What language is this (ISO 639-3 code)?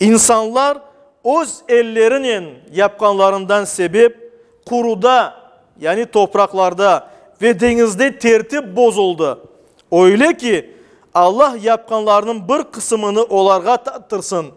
crh